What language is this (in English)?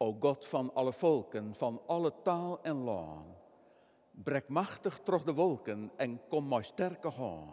Western Frisian